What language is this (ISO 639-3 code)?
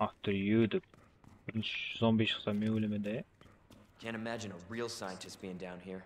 kaa